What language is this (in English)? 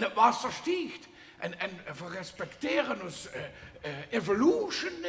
Limburgish